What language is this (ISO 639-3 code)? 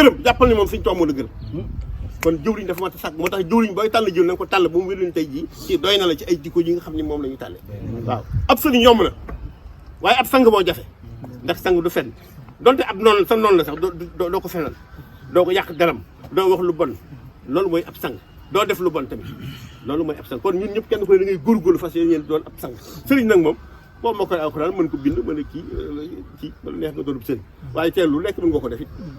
wol